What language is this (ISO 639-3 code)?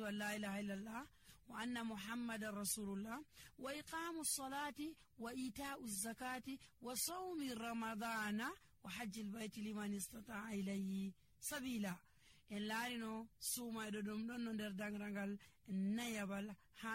fuv